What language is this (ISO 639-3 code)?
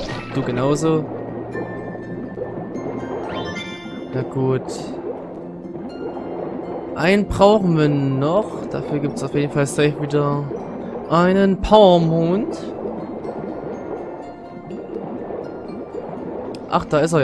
deu